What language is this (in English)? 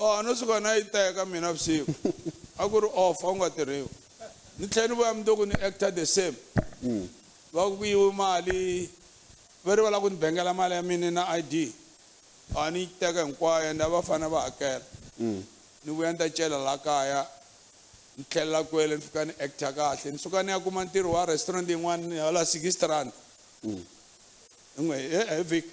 Tsonga